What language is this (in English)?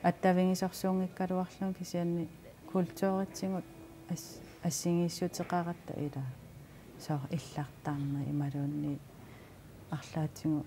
Kalaallisut